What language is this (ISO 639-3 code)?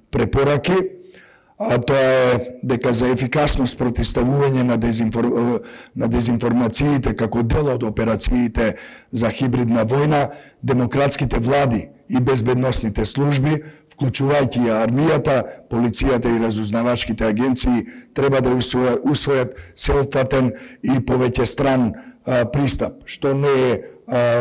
mkd